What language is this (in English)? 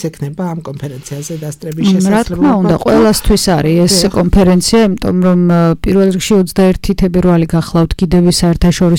Georgian